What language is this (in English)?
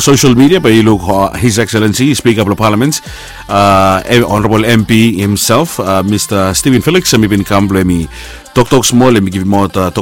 Bislama